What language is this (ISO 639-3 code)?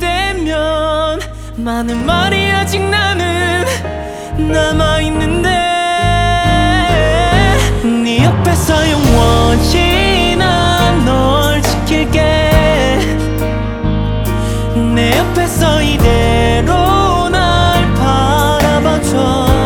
kor